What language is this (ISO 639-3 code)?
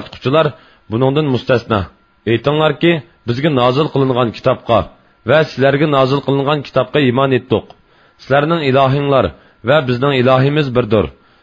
uig